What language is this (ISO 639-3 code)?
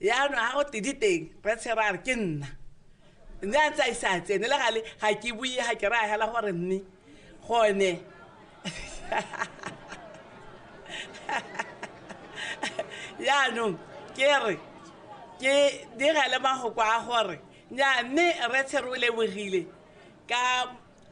tsn